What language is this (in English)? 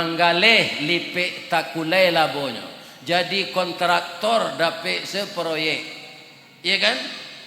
Minangkabau